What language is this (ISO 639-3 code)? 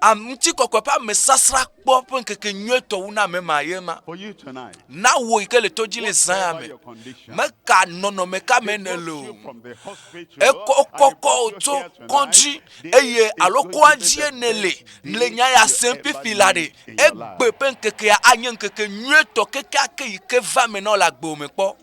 ewe